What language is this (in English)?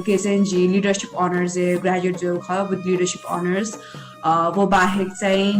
Newari